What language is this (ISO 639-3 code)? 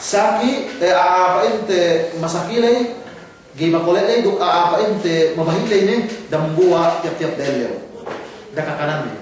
yka